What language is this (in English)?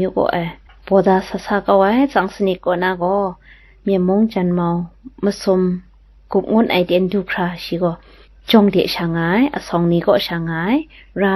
Kachin